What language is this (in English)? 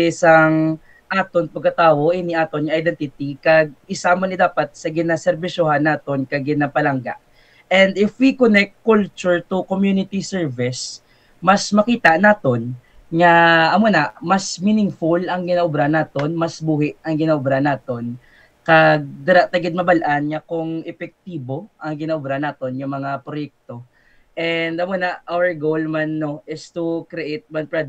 Hiligaynon